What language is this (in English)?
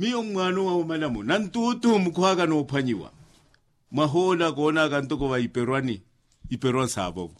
Makhuwa